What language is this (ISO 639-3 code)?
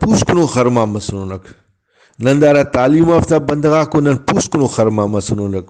brh